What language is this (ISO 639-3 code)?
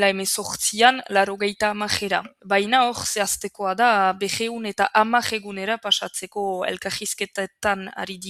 eus